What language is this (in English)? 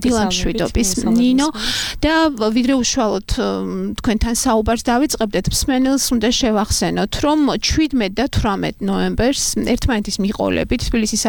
Georgian